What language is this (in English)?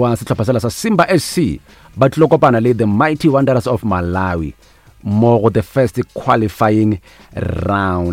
Northern Sotho